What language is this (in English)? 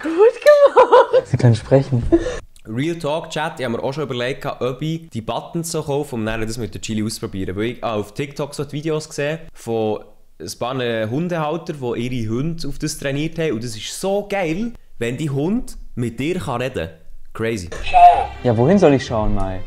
Swiss German